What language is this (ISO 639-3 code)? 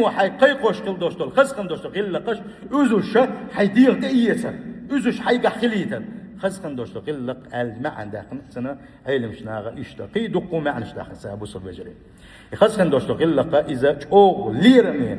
che